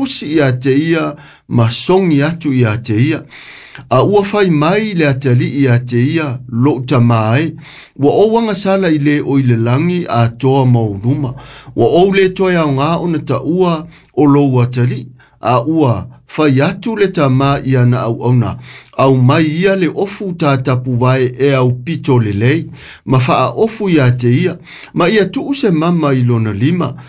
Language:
Samoan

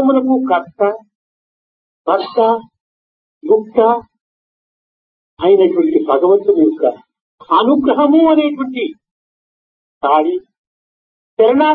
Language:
Telugu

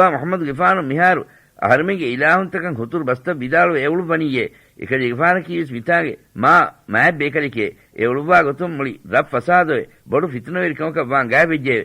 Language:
Divehi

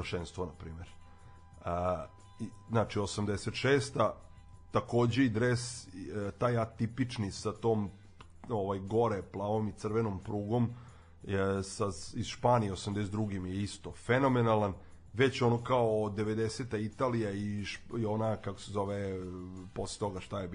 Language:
Serbian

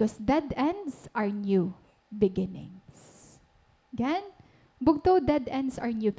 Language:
Waray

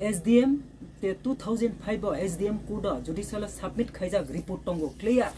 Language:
Kok Borok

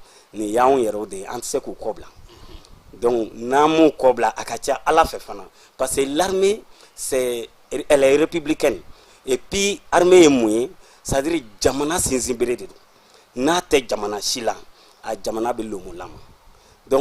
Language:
Bambara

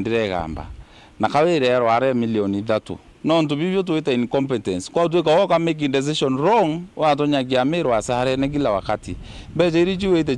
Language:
Meru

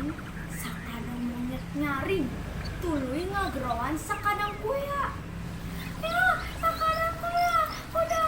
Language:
Sundanese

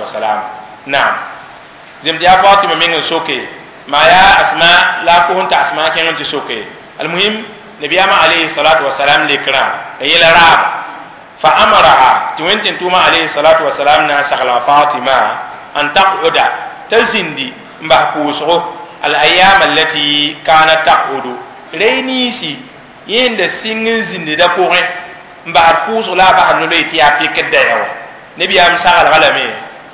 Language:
Mossi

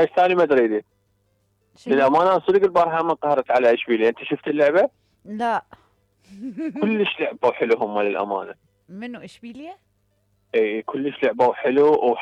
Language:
Mesopotamian Arabic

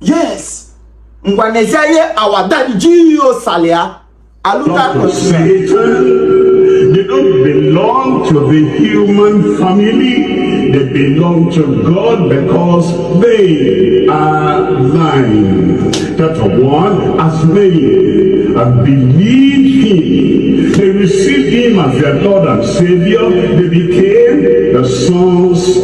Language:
Igbo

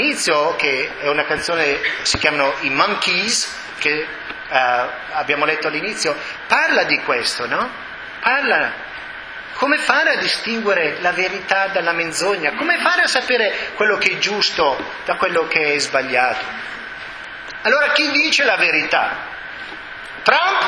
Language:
Italian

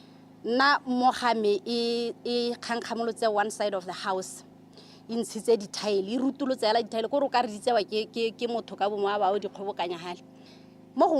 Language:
Tswana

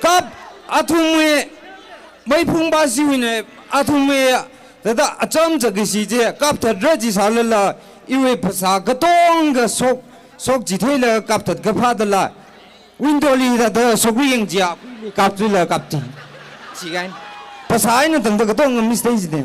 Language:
Tangkhul Naga (India)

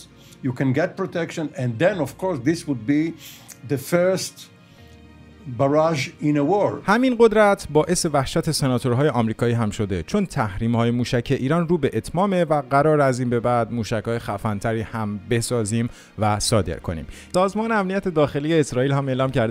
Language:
Persian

